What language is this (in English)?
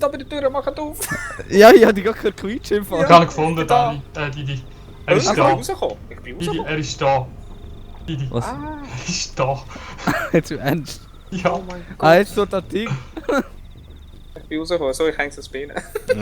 Swiss German